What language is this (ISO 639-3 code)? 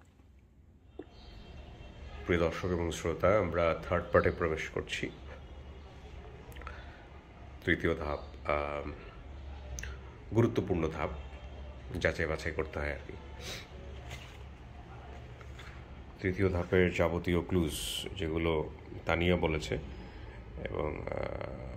ben